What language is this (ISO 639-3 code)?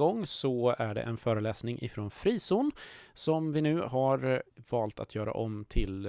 swe